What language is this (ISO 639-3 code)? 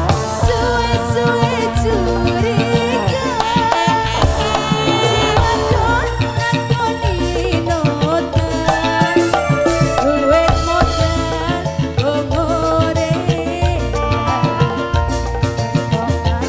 jav